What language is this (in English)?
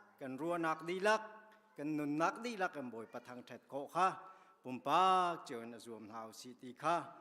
Hakha Chin